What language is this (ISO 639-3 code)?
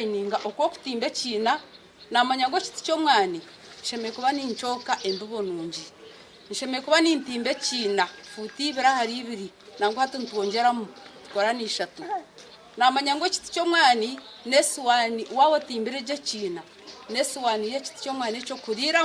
nyn